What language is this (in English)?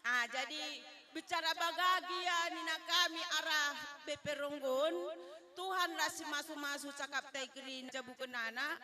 Batak Karo